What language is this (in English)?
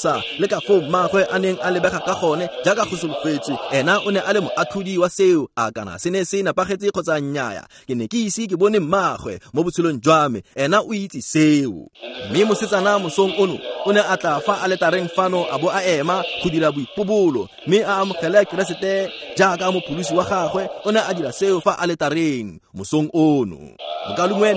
Tswana